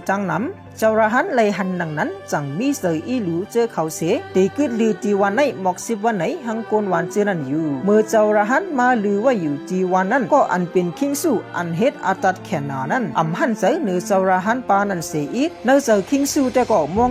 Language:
Shan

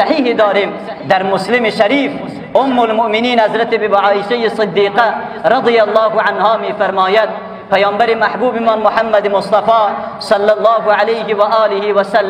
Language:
Persian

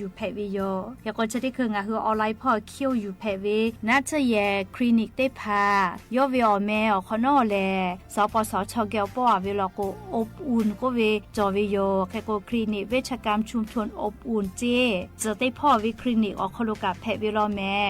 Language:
Lahu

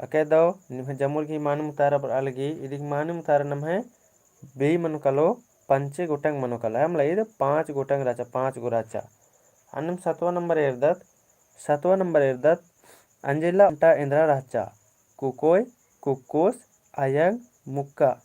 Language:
Kurukh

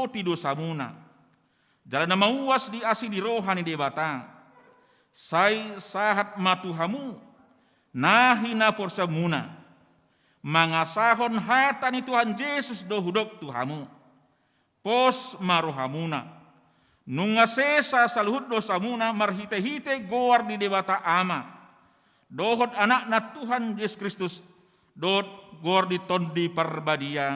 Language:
Batak Toba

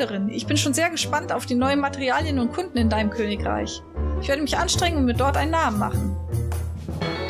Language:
German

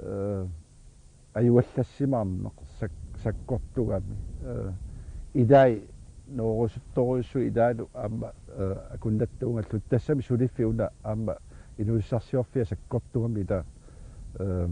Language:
Kalaallisut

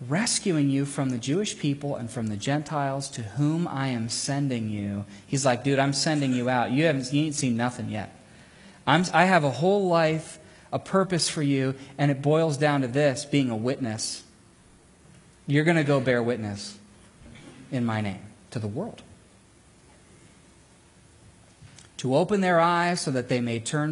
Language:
English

